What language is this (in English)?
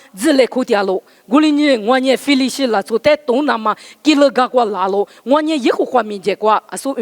Lisu